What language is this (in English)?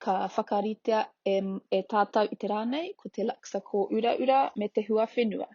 Māori